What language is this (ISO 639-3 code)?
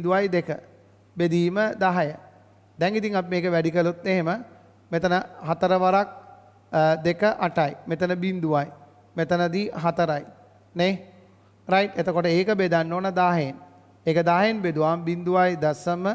sin